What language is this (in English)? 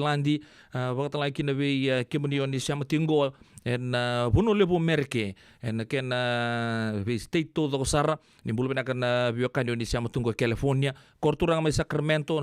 Fijian